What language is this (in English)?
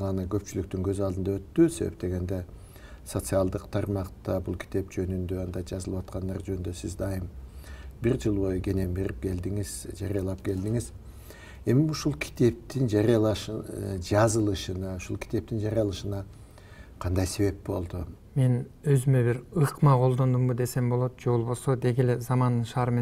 Kyrgyz